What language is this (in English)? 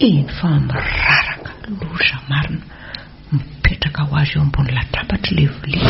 Malagasy